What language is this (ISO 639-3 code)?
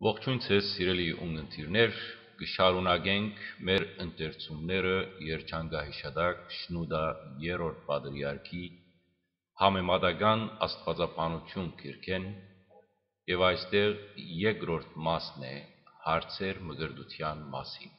hyw